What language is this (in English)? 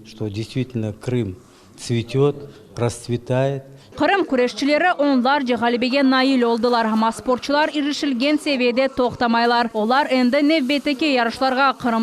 Crimean Tatar